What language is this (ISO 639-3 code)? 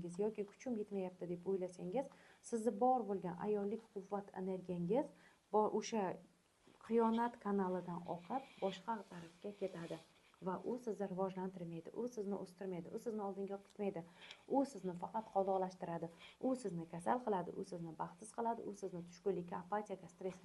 uzb